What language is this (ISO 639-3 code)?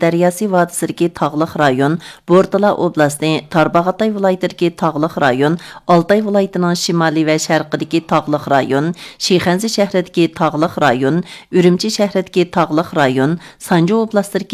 uig